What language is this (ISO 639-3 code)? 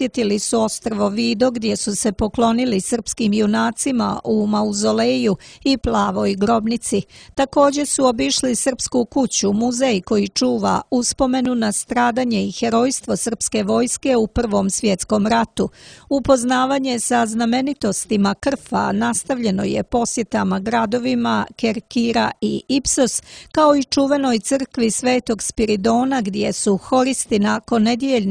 srp